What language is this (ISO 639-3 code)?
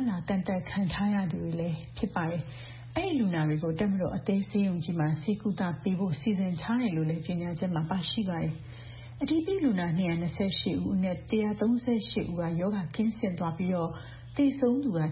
mya